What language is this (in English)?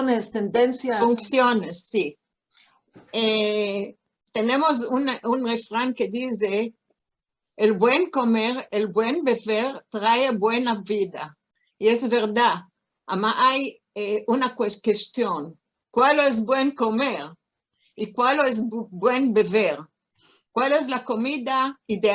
Ladino